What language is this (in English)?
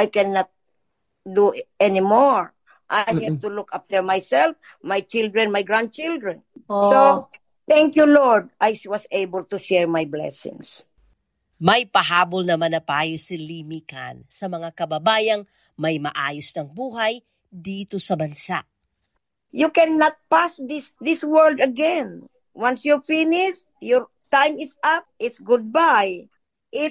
Filipino